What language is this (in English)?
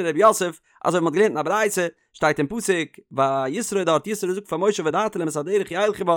Yiddish